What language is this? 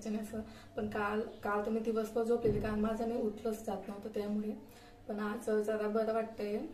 Marathi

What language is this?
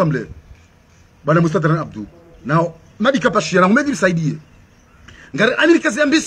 Swahili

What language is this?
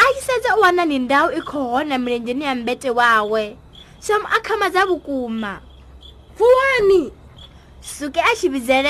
Venda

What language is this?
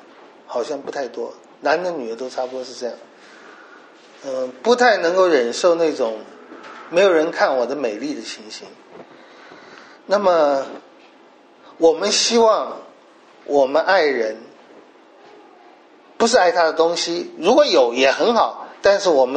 Chinese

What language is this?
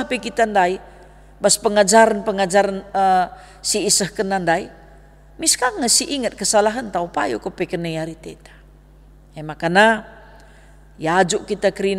Batak Karo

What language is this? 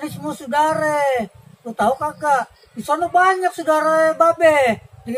Betawi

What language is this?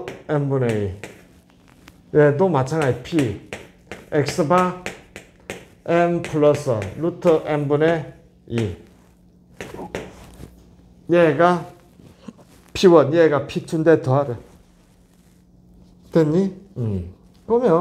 Korean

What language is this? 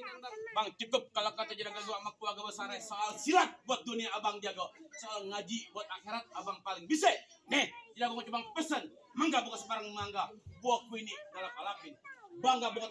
Betawi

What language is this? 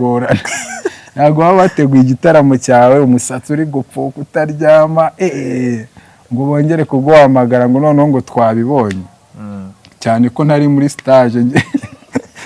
Kinyarwanda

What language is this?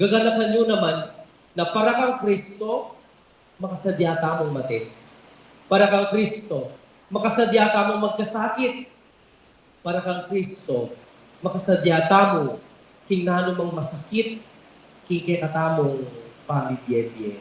Pampanga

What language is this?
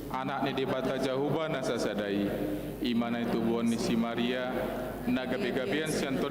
Batak Toba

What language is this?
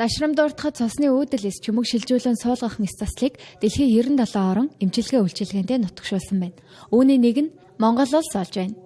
Mongolian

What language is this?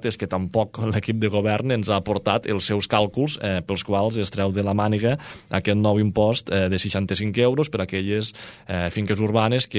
Catalan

